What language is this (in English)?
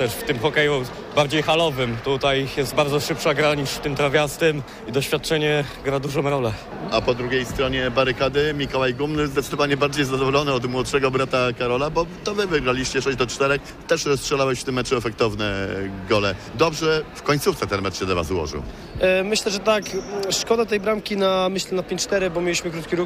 Polish